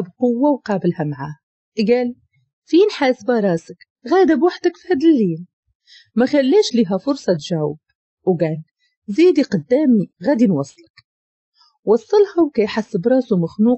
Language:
Moroccan Arabic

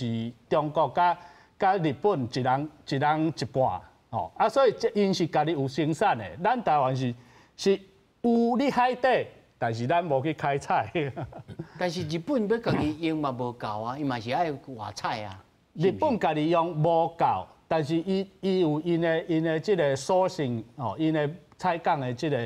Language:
Min Nan Chinese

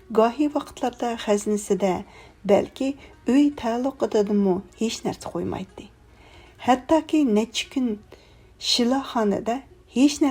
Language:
Uyghur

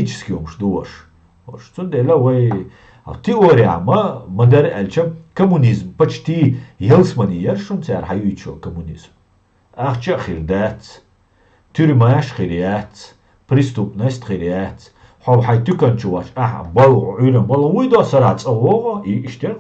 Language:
Chechen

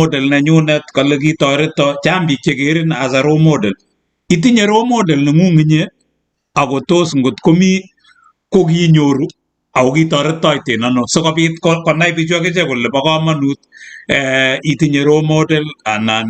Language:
Kalenjin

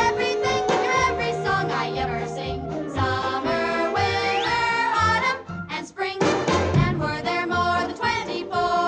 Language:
English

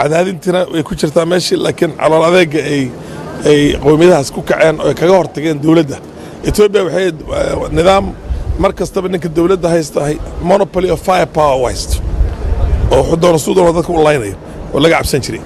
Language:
Somali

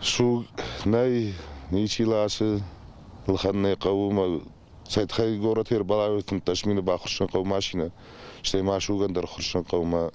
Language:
Ossetic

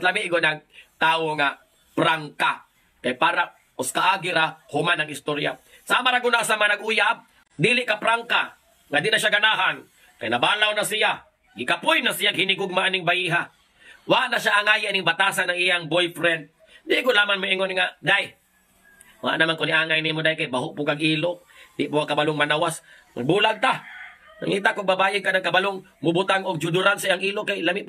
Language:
Cebuano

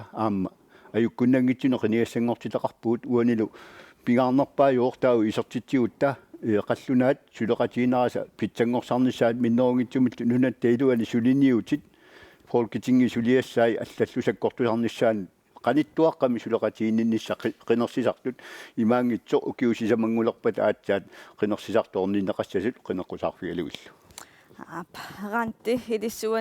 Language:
Kalaallisut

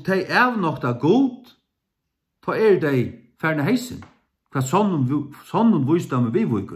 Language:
Faroese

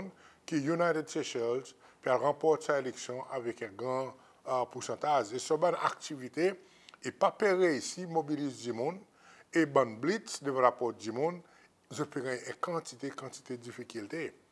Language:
Seselwa Creole French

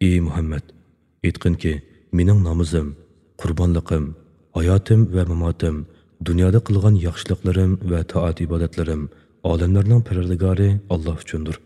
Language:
Uyghur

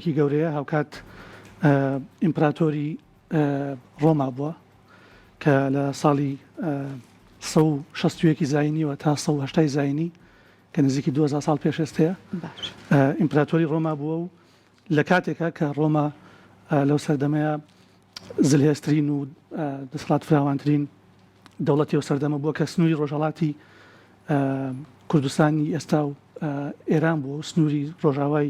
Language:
Central Kurdish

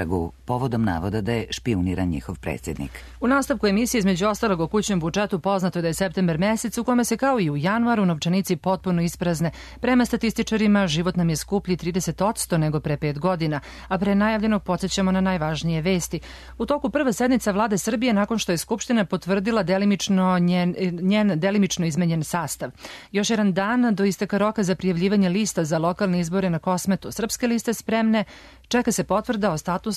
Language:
Serbian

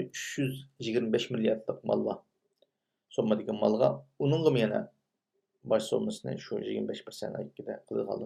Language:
Uyghur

